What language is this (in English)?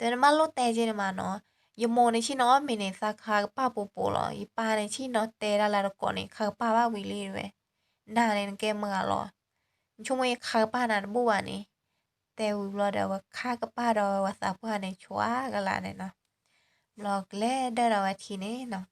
S'gaw Karen